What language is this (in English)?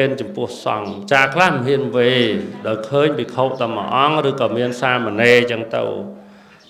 Khmer